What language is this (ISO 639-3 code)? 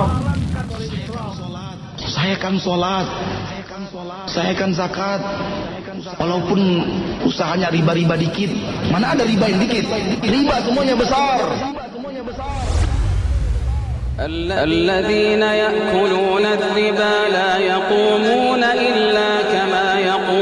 ind